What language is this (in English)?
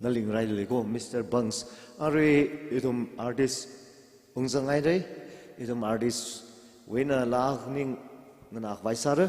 Tangkhul Naga (India)